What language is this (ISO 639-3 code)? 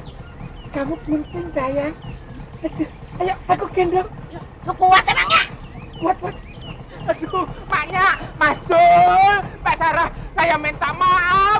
bew